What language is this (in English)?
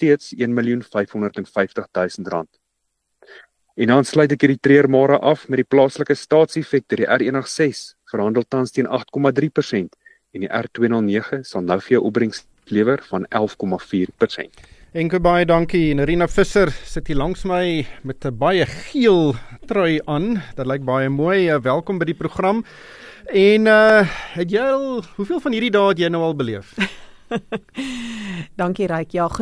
Afrikaans